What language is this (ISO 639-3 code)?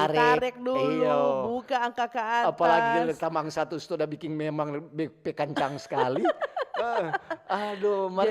xmm